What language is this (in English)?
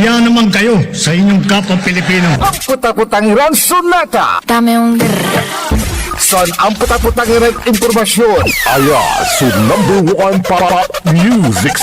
Pangasinan